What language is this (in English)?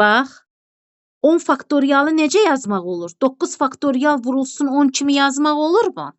Azerbaijani